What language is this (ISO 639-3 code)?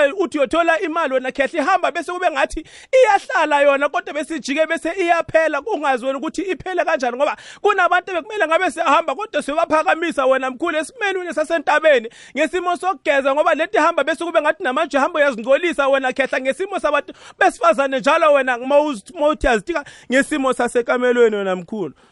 nbl